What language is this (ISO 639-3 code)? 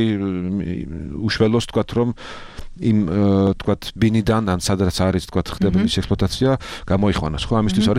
kat